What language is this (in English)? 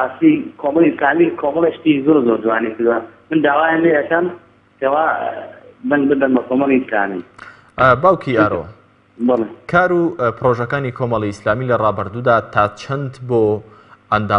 Central Kurdish